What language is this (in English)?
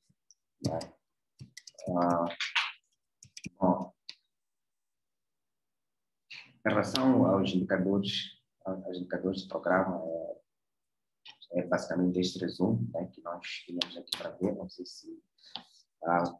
Portuguese